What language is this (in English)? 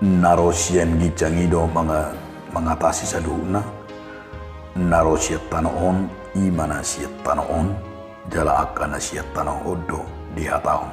Batak Toba